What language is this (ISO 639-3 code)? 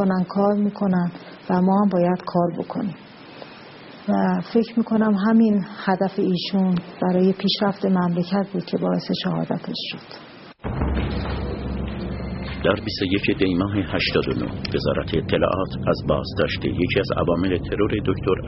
fas